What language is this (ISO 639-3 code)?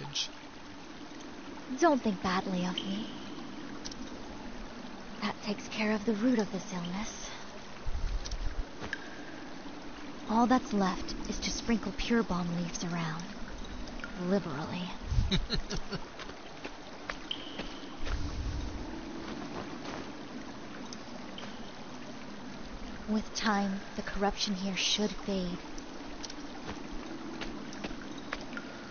eng